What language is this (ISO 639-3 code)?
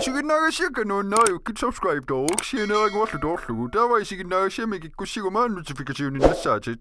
kal